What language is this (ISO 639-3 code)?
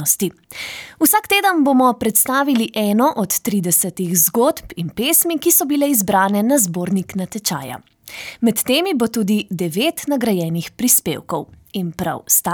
slv